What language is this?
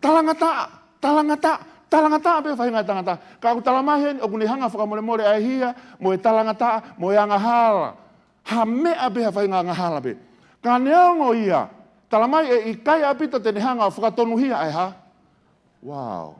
Tongan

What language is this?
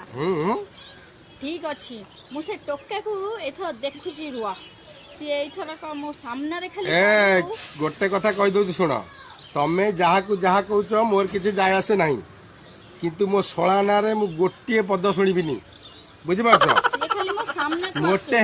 Odia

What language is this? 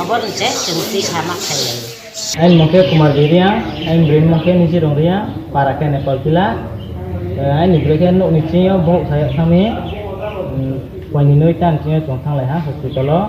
Kok Borok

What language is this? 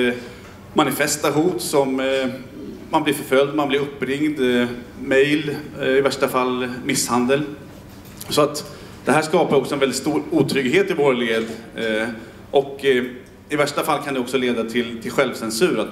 Swedish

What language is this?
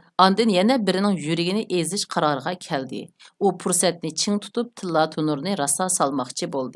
Uyghur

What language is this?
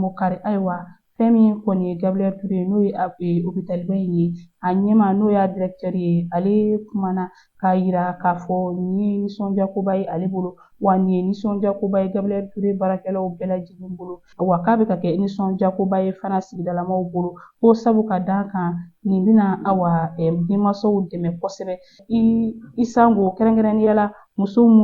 Bambara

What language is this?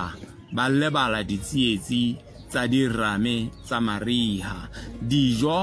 Southern Sotho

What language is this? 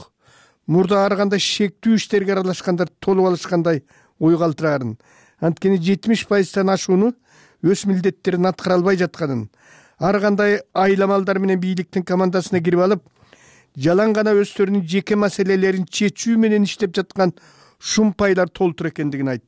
Kyrgyz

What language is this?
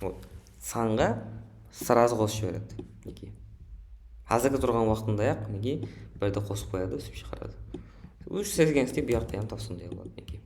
Kara-Kalpak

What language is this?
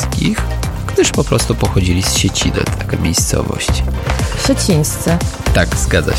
Polish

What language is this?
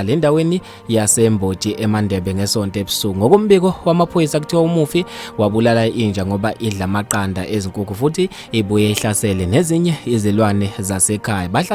Zulu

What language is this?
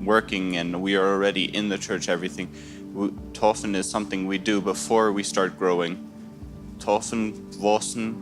Plautdietsch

